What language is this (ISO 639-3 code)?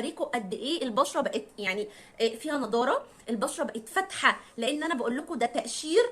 arz